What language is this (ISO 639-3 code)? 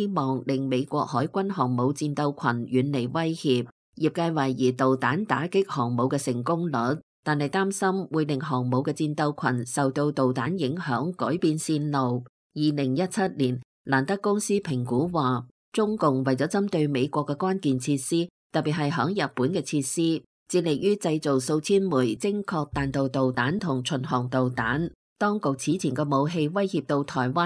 yue